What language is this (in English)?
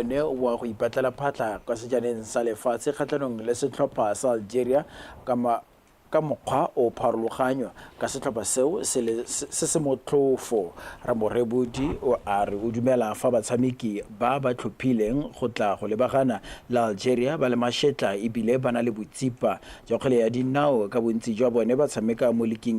Tswana